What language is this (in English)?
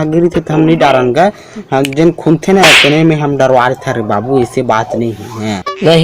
Chhattisgarhi